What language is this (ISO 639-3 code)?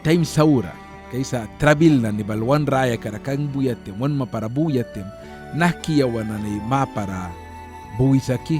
miq